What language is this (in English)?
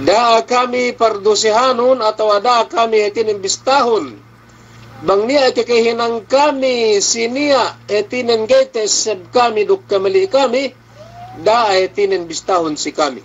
Yakan